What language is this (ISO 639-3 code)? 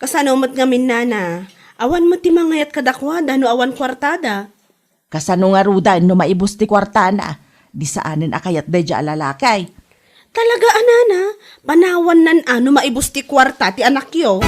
ilo